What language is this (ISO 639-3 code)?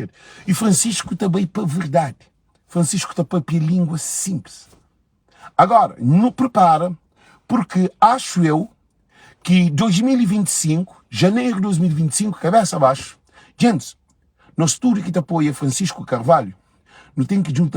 kea